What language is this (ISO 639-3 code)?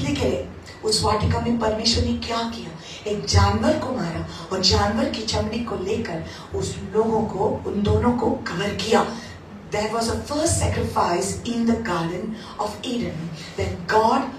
kok